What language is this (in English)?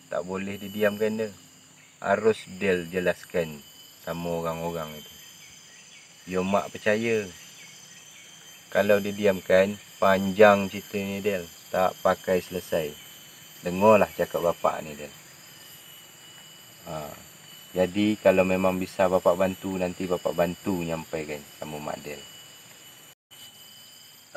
Malay